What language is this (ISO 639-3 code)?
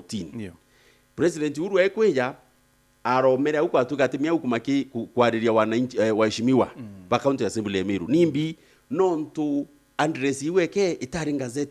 mer